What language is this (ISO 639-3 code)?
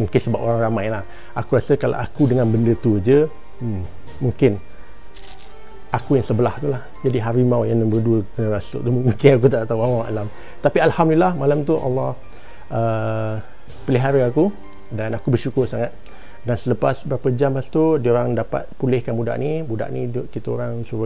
msa